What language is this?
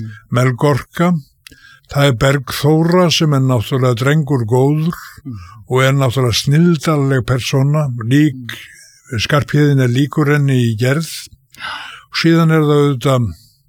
Icelandic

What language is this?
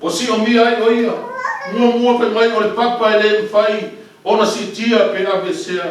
Samoan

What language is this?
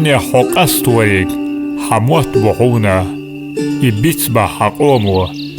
Chechen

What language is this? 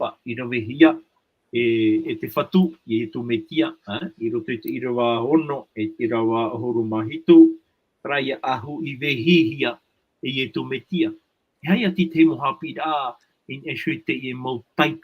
Tahitian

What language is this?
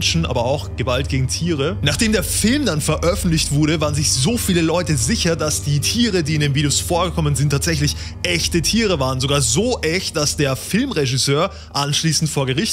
German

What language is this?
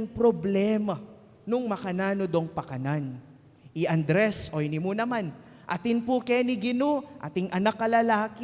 Pampanga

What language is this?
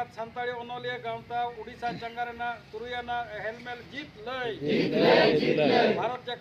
Santali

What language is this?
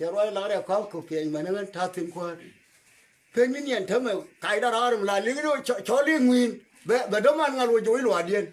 Nuer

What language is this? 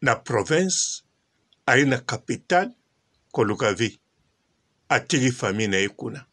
Lingala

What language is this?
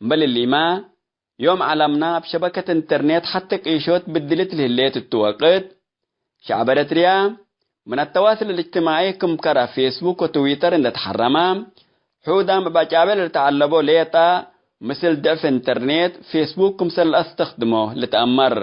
Tigre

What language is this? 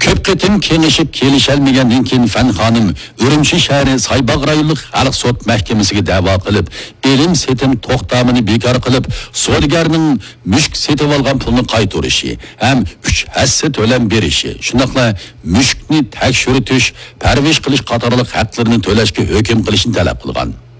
Uyghur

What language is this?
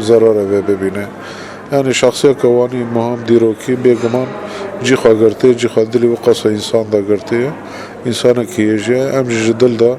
Kurdish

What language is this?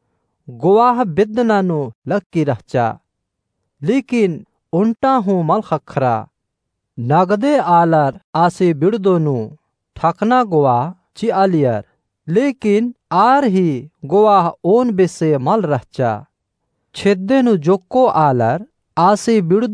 Kurukh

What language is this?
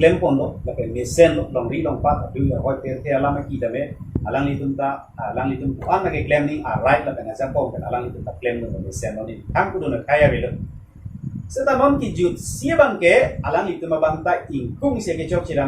Karbi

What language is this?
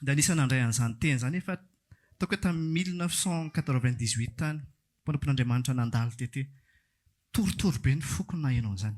Malagasy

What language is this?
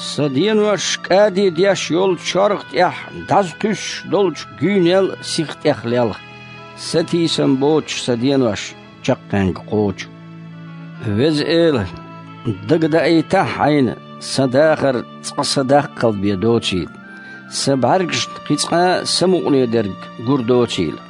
Chechen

